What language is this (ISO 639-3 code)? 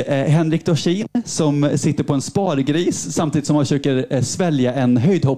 swe